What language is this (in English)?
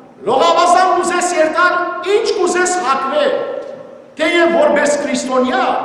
Western Armenian